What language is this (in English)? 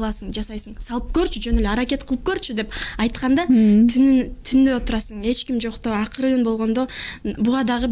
Kyrgyz